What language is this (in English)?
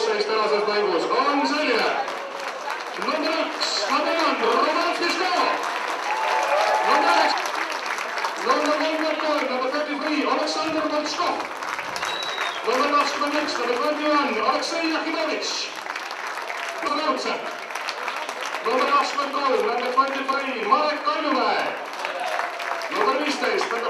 Estonian